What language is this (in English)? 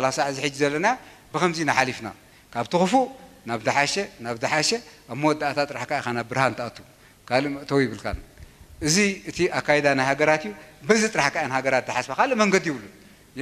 Tigrinya